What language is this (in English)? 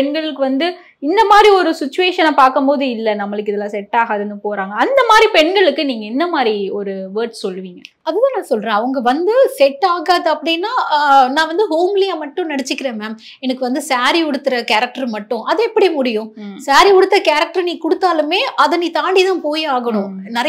Tamil